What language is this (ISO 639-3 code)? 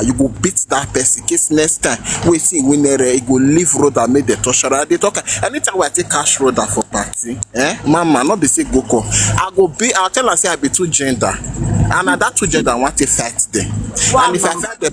pcm